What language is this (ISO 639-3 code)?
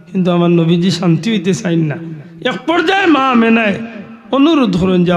syl